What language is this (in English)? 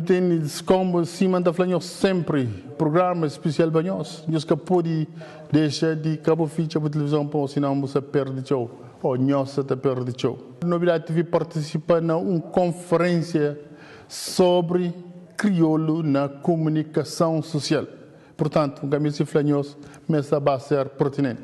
Kabuverdianu